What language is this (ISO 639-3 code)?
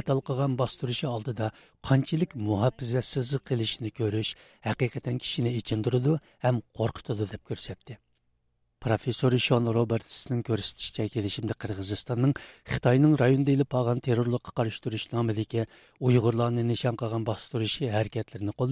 uig